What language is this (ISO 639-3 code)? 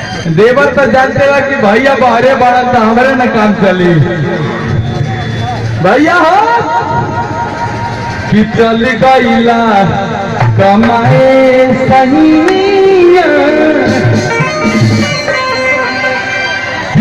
bho